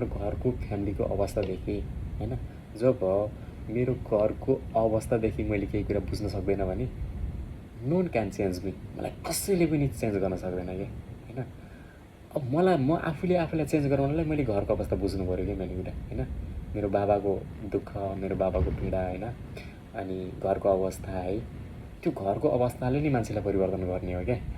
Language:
Nepali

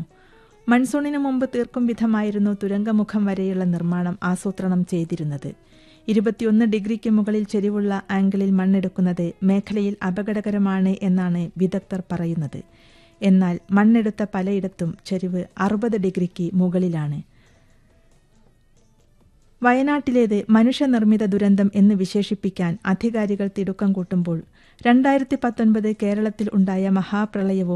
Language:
Malayalam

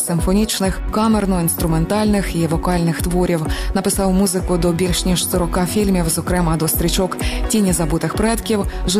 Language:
Ukrainian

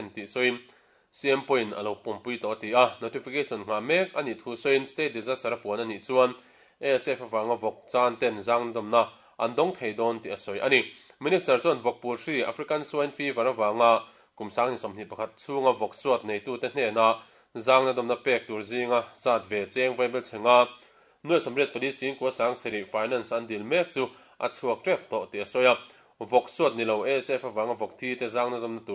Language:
Mizo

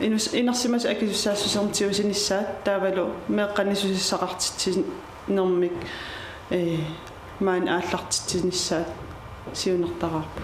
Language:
Kalaallisut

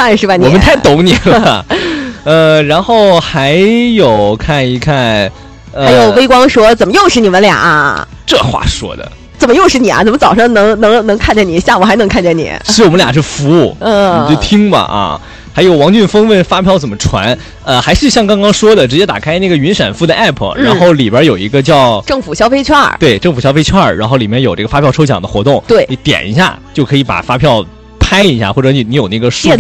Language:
Chinese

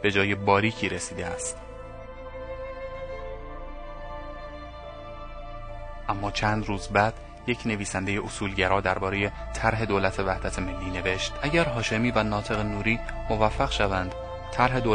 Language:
Persian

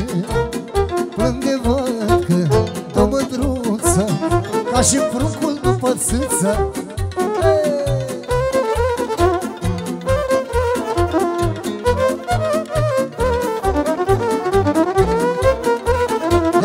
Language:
Romanian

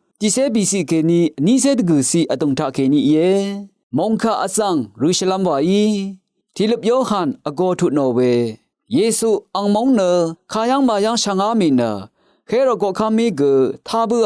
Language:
Rawang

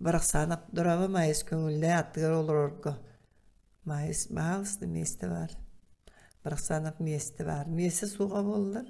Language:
Yakut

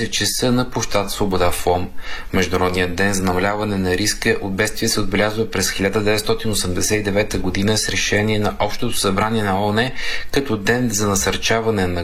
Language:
Bulgarian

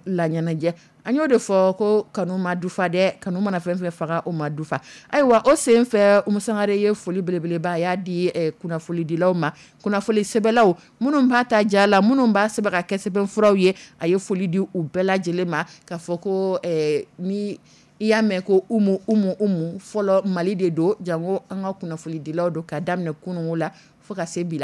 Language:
Dyula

